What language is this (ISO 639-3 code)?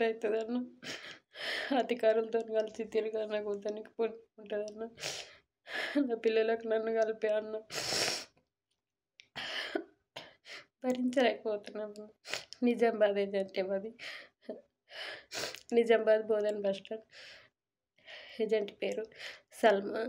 tel